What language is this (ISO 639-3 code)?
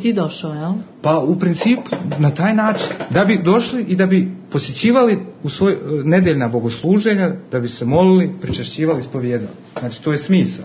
srp